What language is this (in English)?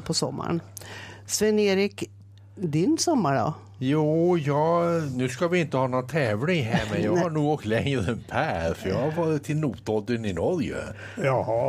Swedish